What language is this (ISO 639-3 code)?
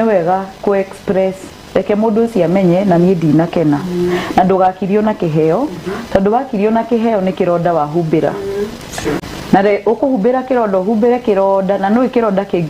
kik